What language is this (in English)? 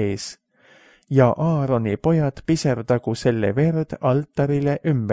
Estonian